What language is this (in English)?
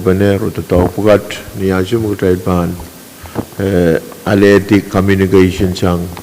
Pohnpeian